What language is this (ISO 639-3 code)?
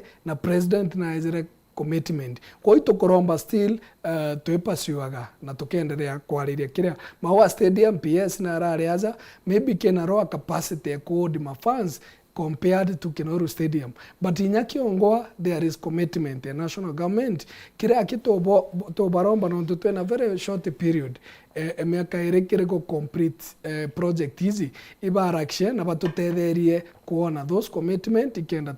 mer